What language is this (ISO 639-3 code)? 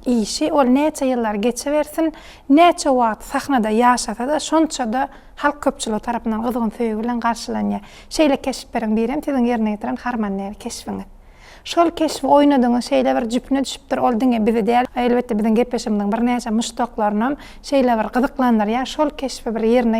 tuk